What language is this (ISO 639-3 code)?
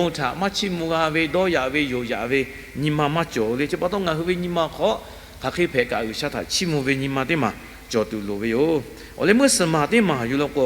lhu